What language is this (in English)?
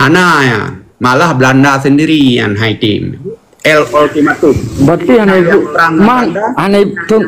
Achinese